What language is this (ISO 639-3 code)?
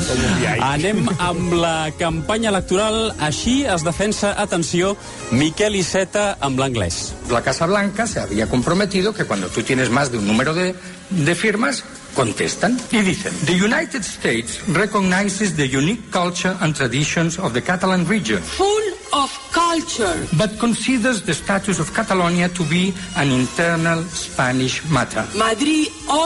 cat